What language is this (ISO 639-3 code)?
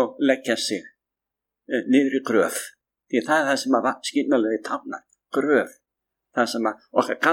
isl